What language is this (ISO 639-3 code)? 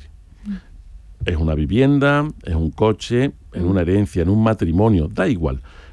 spa